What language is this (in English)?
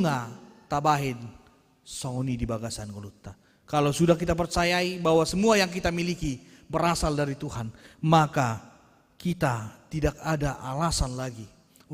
Batak Toba